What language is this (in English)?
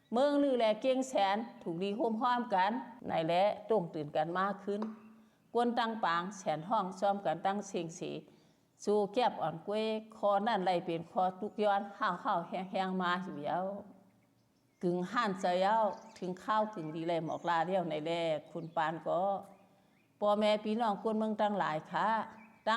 Shan